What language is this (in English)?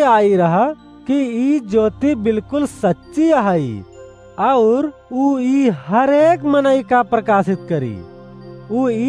Awadhi